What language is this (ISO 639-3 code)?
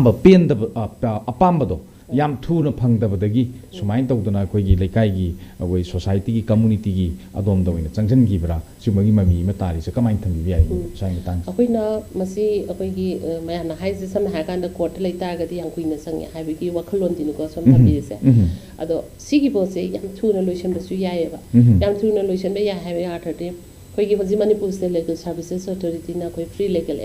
mni